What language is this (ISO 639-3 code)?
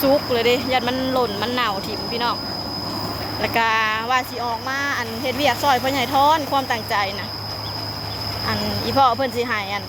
lao